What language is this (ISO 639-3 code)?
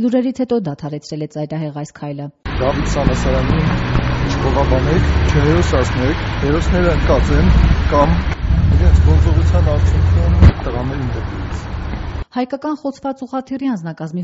hye